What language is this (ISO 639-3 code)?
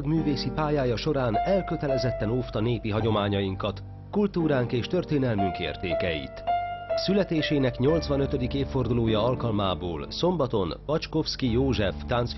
hun